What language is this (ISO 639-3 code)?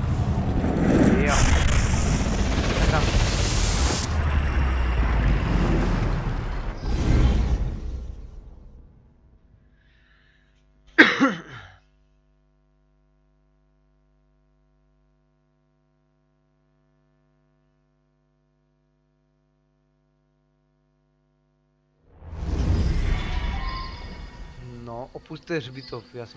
ces